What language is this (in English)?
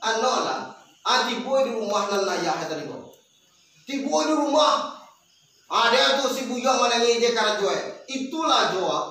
Minangkabau